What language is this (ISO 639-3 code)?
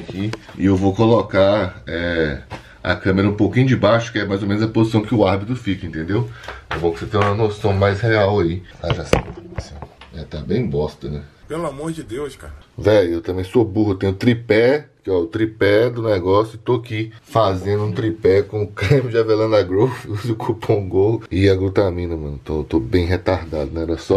por